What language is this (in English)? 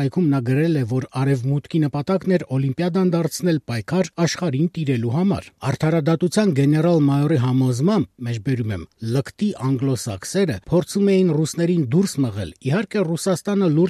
Armenian